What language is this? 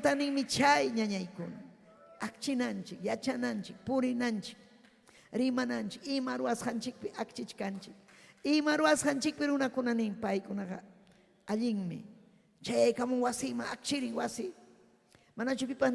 Ayacucho Quechua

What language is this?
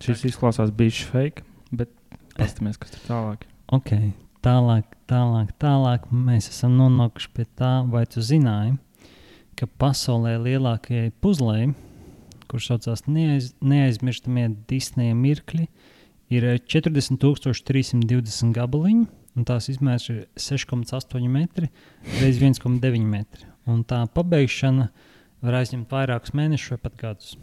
Latvian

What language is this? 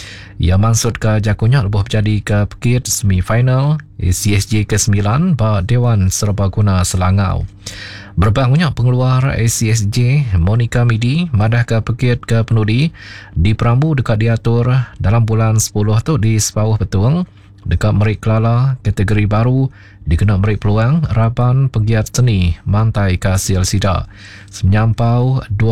Iban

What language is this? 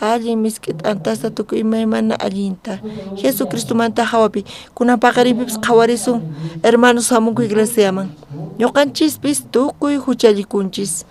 South Bolivian Quechua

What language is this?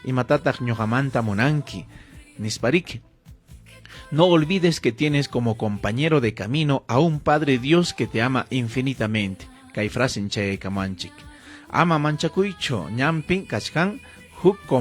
Ayacucho Quechua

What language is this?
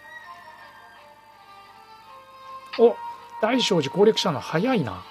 Japanese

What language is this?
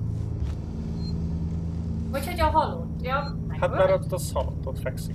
Hungarian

